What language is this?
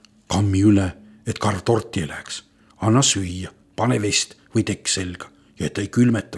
Estonian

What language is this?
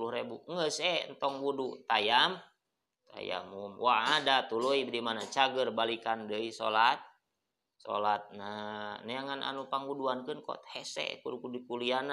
Sundanese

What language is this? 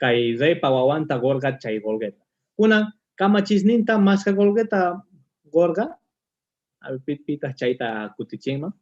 Quechua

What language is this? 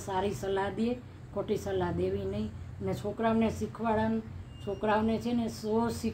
Gujarati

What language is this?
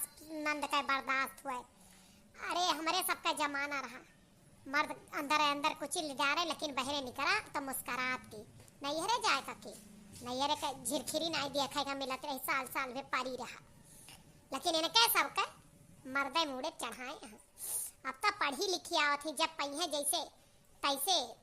Awadhi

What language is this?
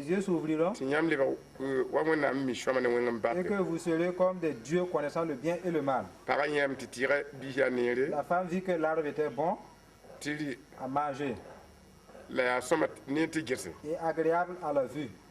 Mossi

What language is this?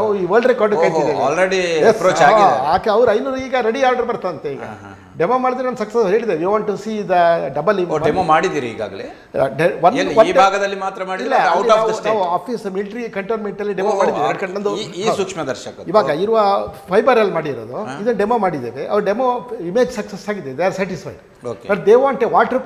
Kannada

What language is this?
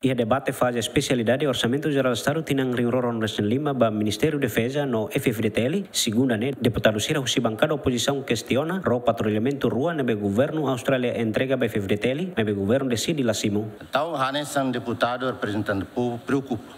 Tetum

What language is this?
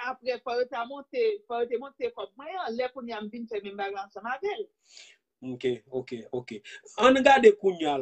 Haitian Creole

